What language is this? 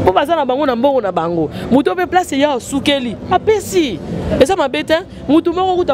Lingala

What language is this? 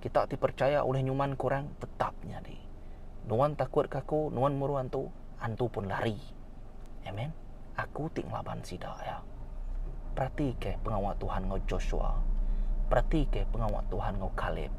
Iban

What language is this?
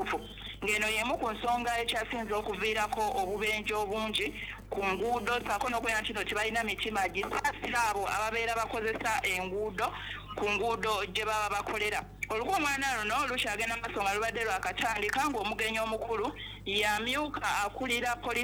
Ganda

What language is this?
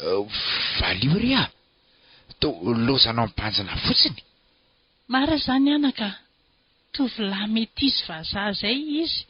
Malagasy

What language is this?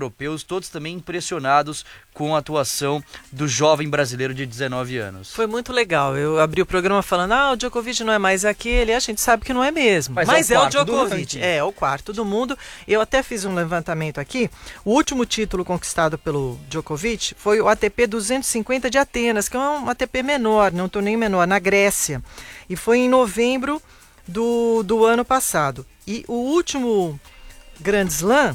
Portuguese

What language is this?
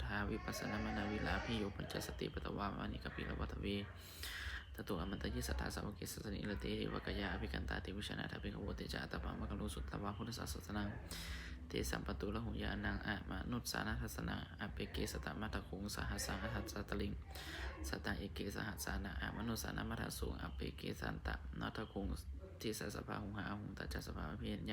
Pali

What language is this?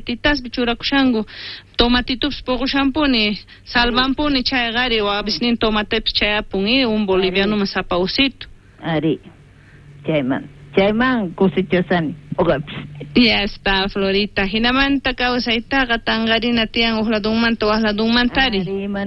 South Bolivian Quechua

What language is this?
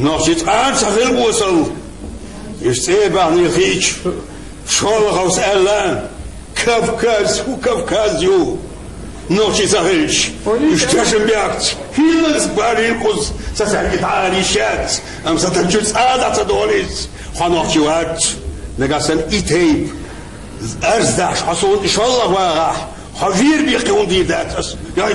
Chechen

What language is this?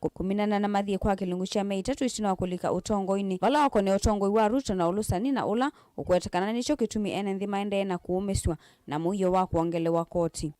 Kamba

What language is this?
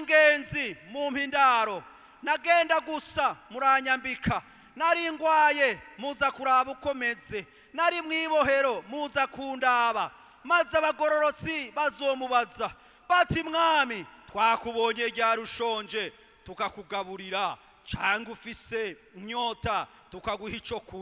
Rundi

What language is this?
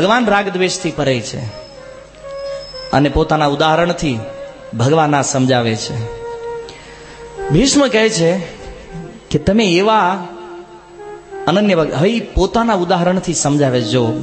Gujarati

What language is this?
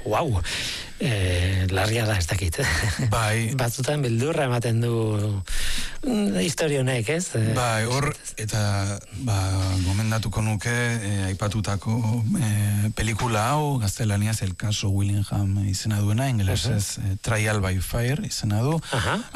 Basque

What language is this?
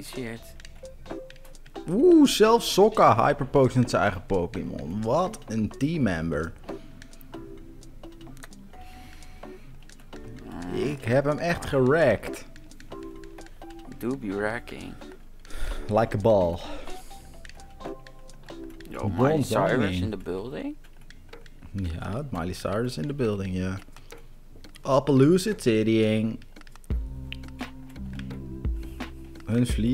Dutch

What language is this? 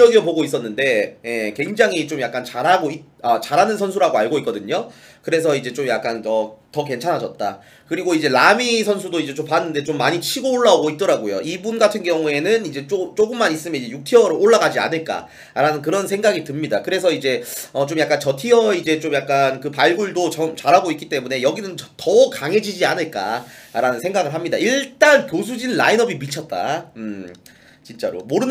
Korean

